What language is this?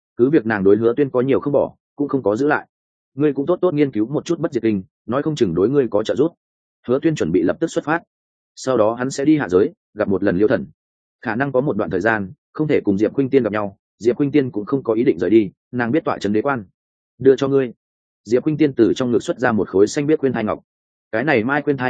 Vietnamese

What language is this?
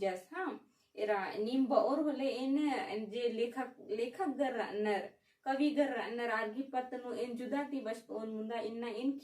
Kurukh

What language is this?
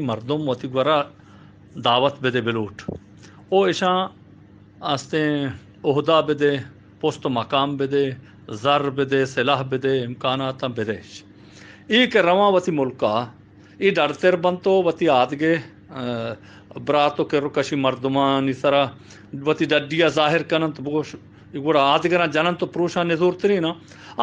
Baluchi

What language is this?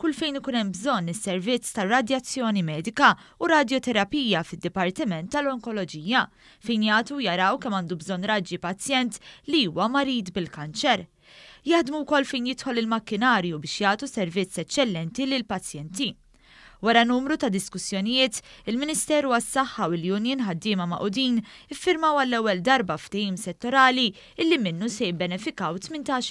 Maltese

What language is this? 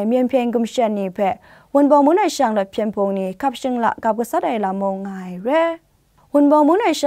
Kachin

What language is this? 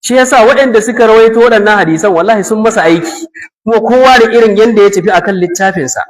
Hausa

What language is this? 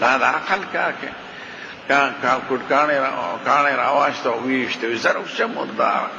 Pashto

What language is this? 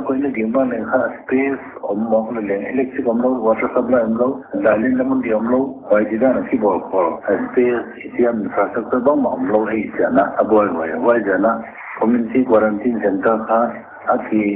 Paite Chin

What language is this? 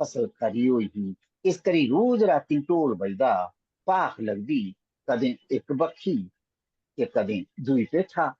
Dogri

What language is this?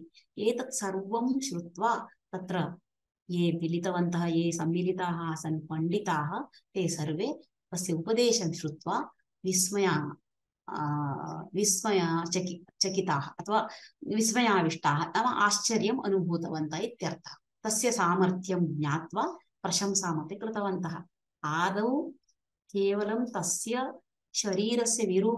Sanskrit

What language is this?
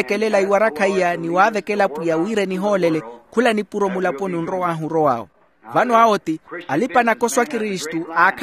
Makhuwa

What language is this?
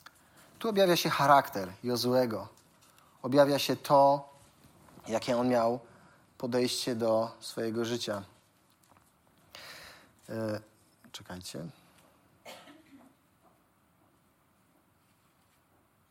Polish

